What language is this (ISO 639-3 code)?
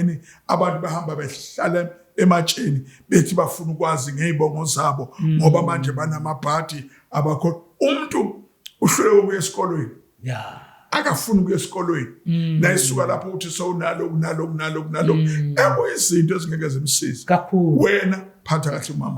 zul